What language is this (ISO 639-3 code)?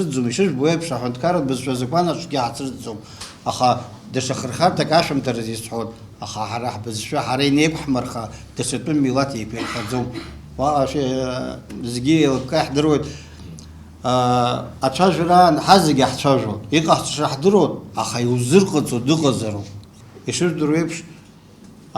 abk